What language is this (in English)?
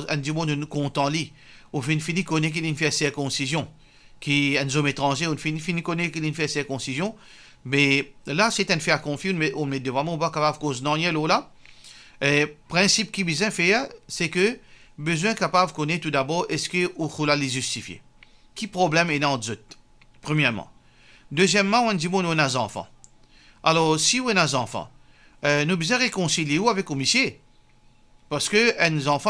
Morisyen